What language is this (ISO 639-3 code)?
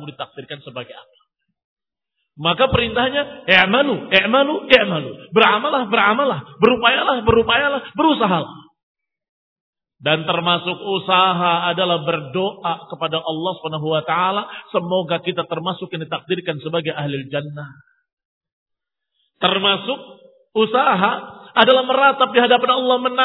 ind